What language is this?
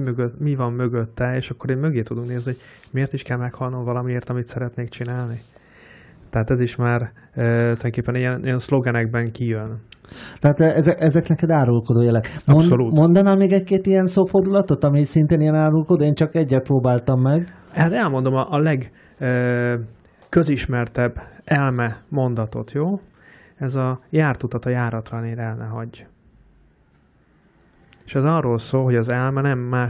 Hungarian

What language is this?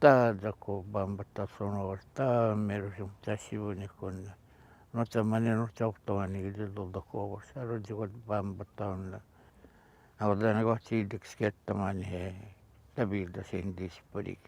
Atikamekw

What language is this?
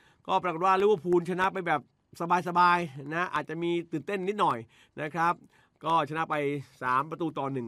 Thai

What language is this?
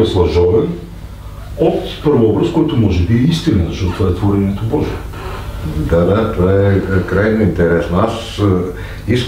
Bulgarian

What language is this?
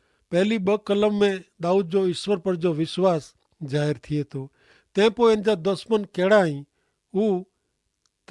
Kachhi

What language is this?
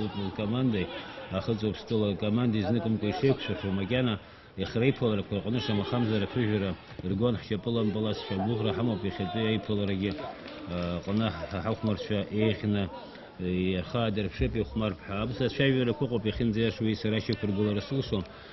Abkhazian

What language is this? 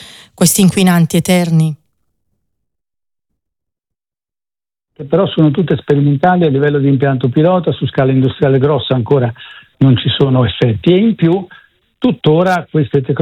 Italian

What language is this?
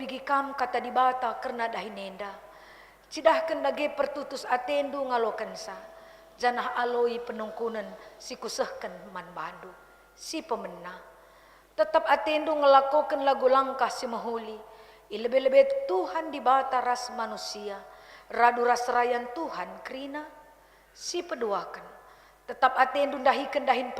Batak Karo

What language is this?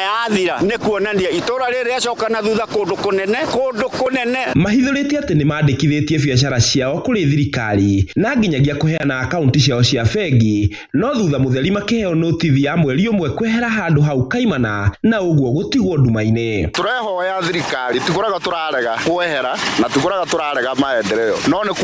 Kikuyu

